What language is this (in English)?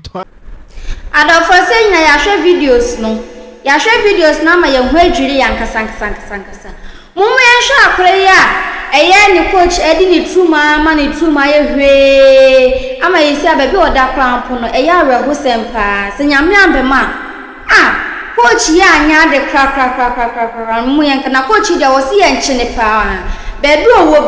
Akan